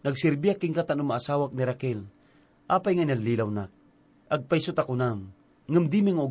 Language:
Iloko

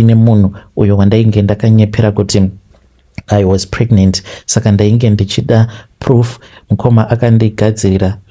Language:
Shona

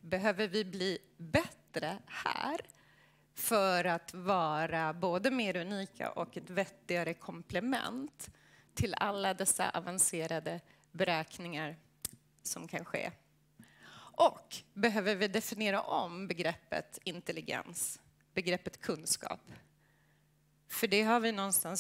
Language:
Swedish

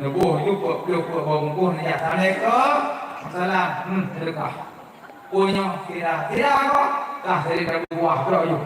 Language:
Achinese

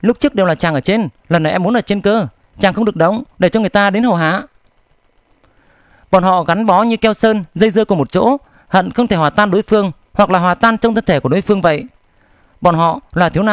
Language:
Vietnamese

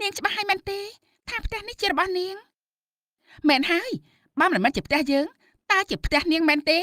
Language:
Khmer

